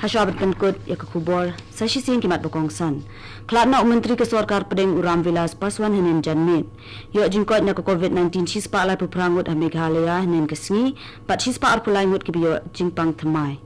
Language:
Khasi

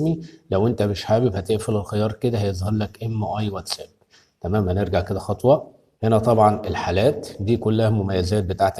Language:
Egyptian Arabic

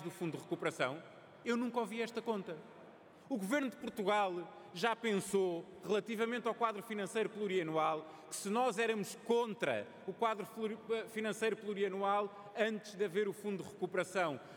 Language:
Portuguese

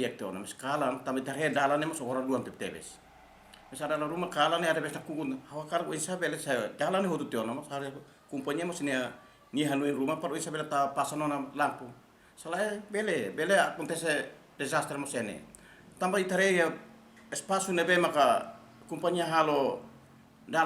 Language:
Tetum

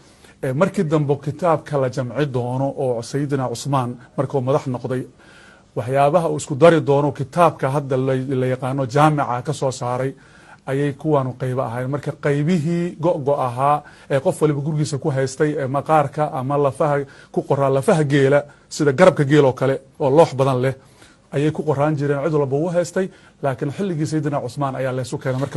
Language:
Somali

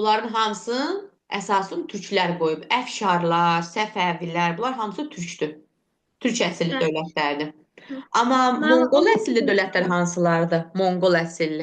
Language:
Azerbaijani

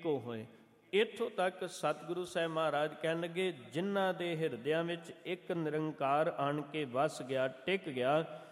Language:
Punjabi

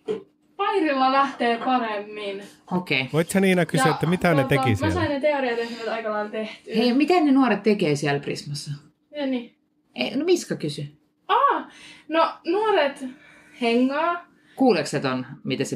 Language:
Finnish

